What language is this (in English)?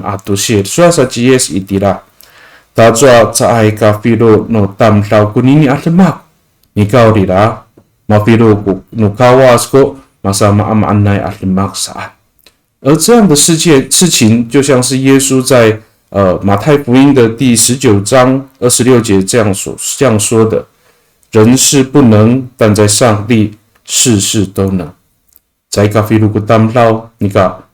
Amis